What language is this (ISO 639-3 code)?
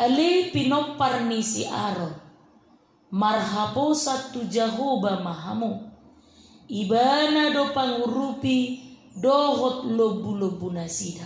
bbc